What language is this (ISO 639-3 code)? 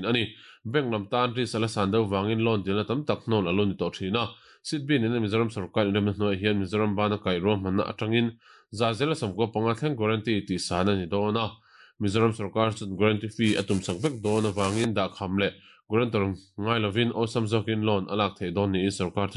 lus